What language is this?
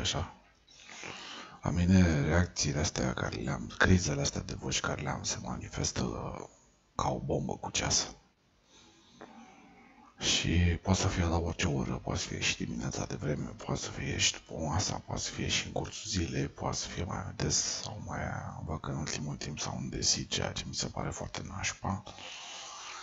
Romanian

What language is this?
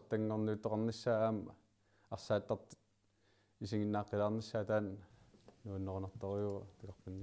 Kalaallisut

